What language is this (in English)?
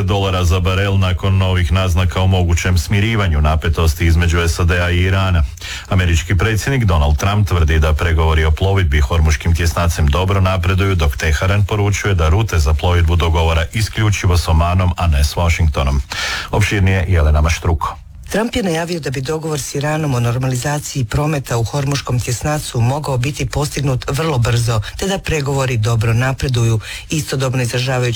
Croatian